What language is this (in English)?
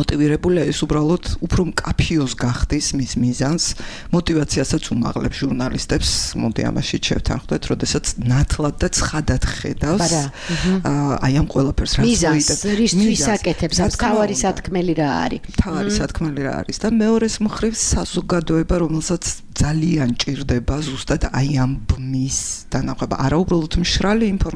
Georgian